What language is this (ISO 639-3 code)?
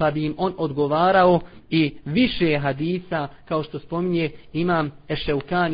bos